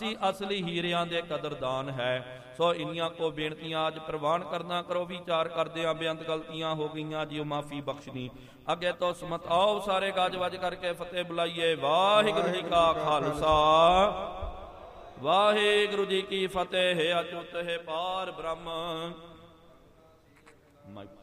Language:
Punjabi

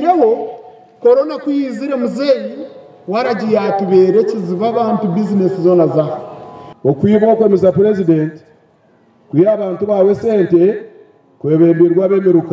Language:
Nyankole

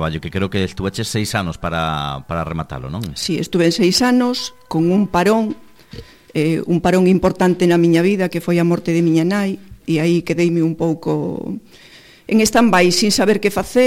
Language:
Galician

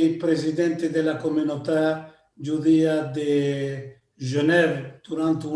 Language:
Ladino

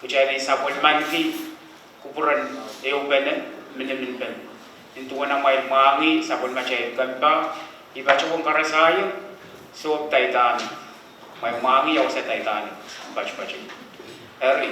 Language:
Pohnpeian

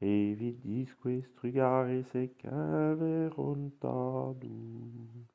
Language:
Breton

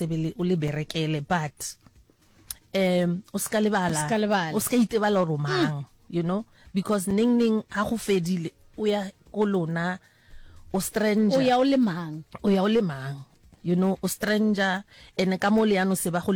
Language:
Northern Sotho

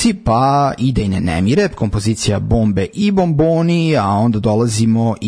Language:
Serbian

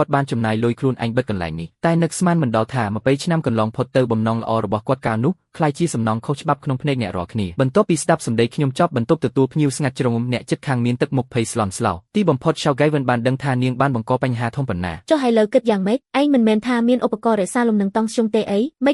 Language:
Khmer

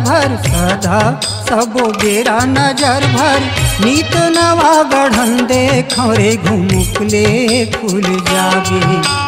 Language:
Chhattisgarhi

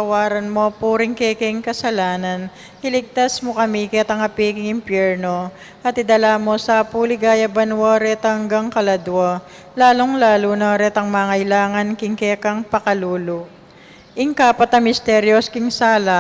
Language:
Pampanga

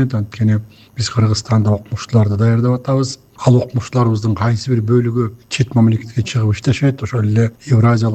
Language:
Kyrgyz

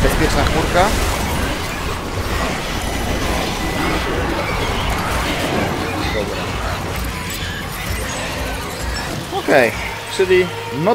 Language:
Polish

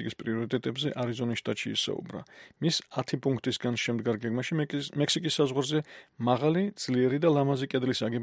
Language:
Georgian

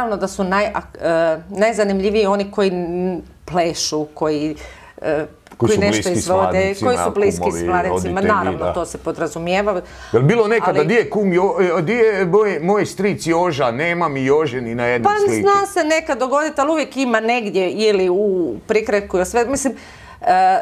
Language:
Croatian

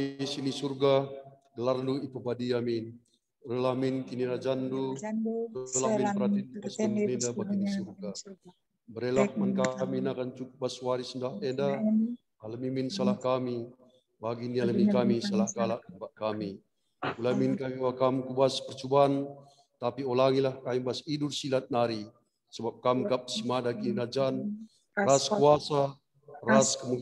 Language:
Batak Karo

